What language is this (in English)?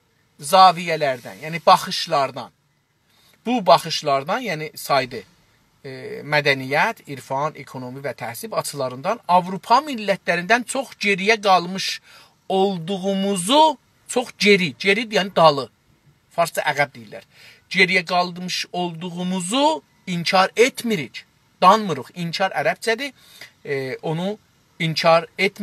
South Azerbaijani